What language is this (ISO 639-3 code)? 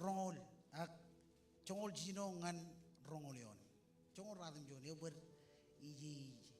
mah